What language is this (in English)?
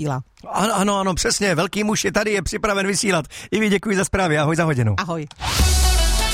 Czech